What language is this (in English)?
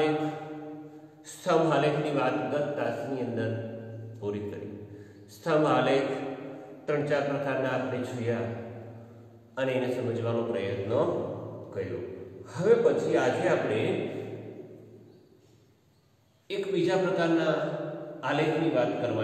Gujarati